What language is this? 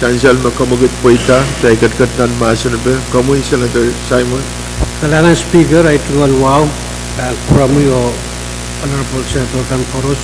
Pohnpeian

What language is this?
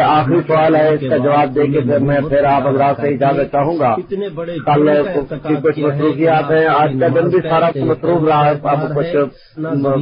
Urdu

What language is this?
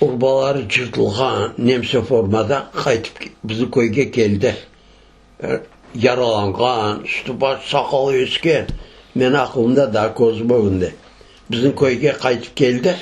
Crimean Tatar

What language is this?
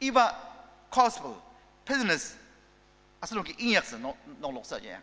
Ao Naga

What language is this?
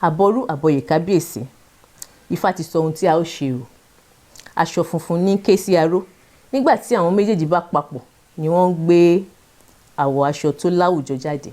Yoruba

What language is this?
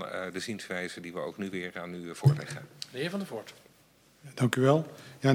Dutch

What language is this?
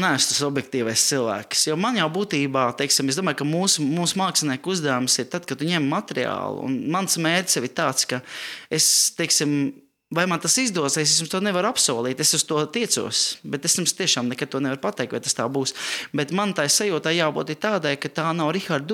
Latvian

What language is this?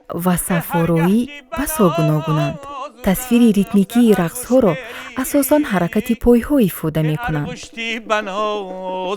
Tajik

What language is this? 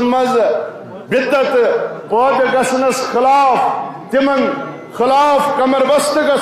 Kashmiri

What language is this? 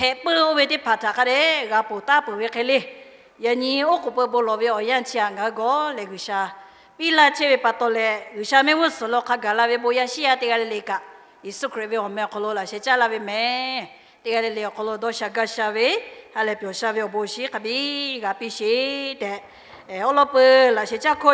Lahu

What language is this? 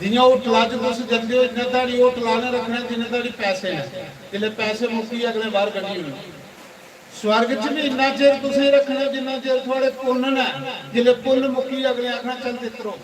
Dogri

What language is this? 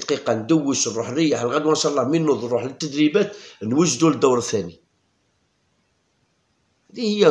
Algerian Arabic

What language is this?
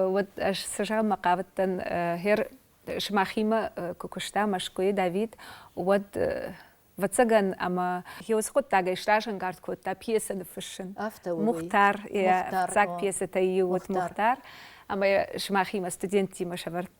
Ossetic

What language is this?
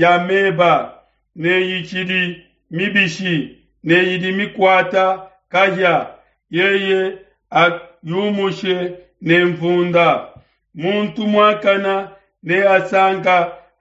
Luba-Lulua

